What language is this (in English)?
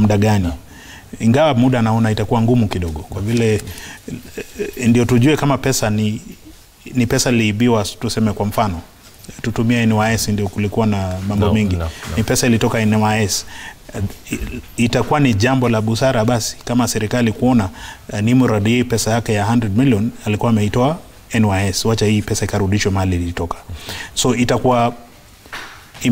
Swahili